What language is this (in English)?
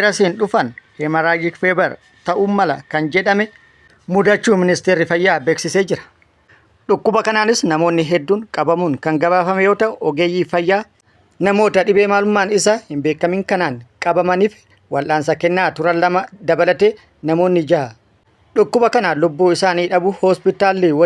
Oromo